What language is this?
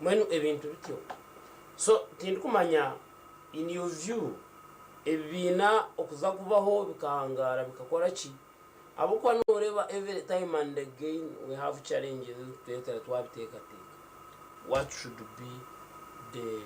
Nyankole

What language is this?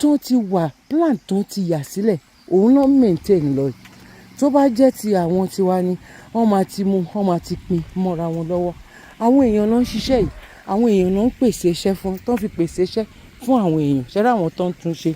Yoruba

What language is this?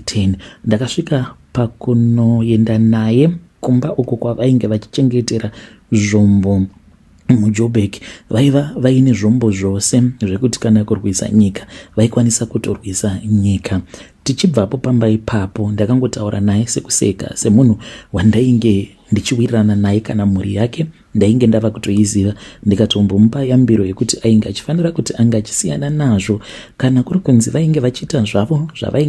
Shona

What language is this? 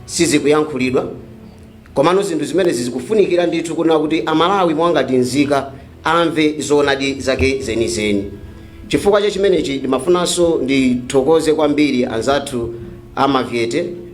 Nyanja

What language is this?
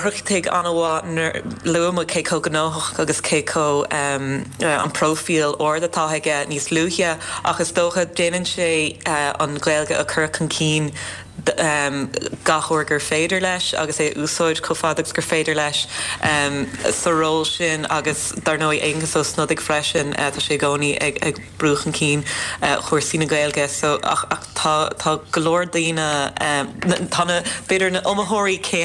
Irish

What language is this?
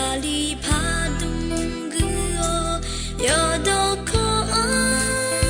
Akha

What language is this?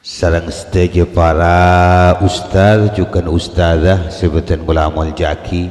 Madurese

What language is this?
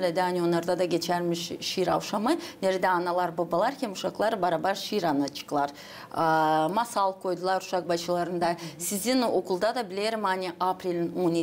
Gagauz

